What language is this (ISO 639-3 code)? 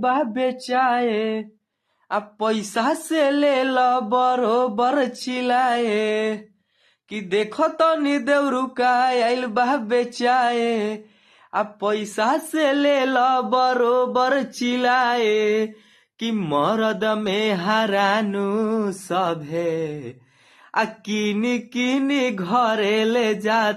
bho